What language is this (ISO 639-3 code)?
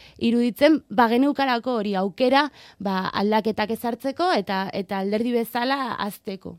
eus